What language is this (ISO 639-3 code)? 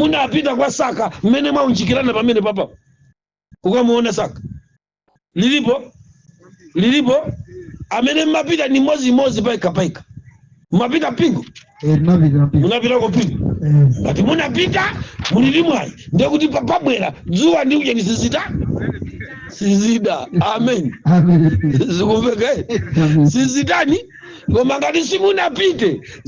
nya